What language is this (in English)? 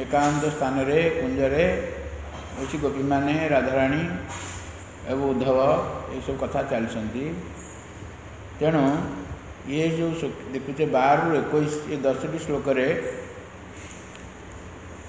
Odia